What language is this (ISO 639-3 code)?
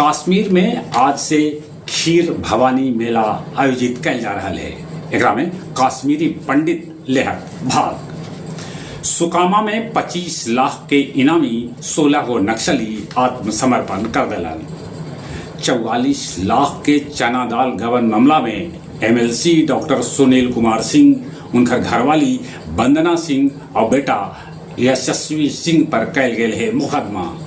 mag